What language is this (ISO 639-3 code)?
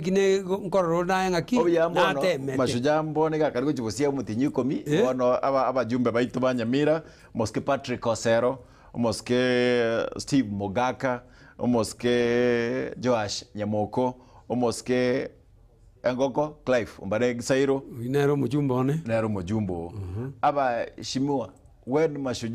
guz